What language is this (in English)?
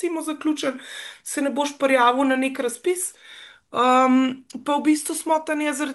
Slovenian